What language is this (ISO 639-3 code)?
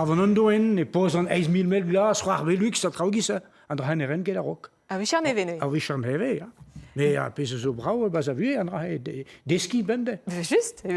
bre